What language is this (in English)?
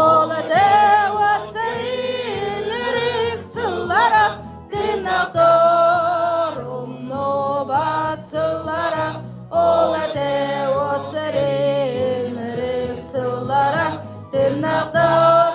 Yakut